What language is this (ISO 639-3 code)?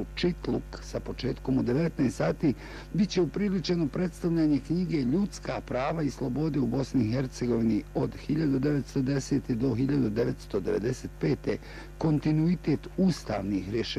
bos